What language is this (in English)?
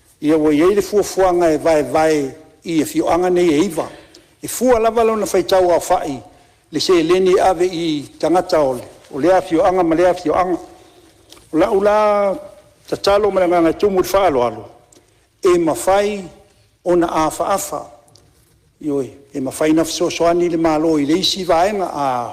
Samoan